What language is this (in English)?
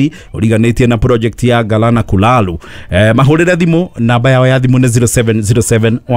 Kikuyu